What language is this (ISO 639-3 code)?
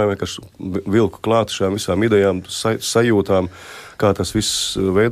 lav